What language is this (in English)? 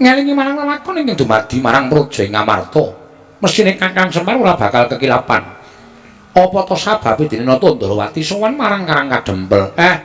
Javanese